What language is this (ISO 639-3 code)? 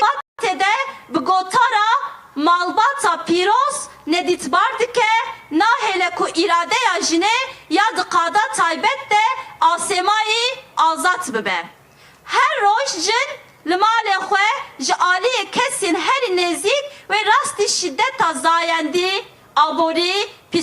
kur